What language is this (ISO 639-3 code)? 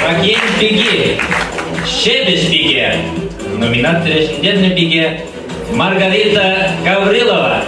chv